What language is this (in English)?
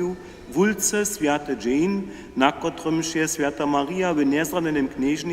Upper Sorbian